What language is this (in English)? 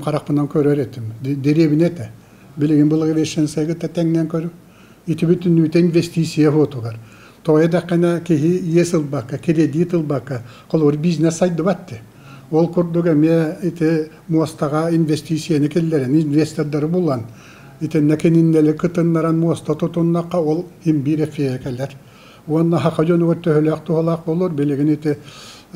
Yakut